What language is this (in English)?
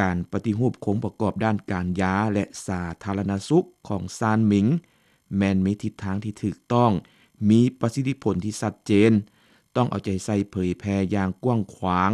Lao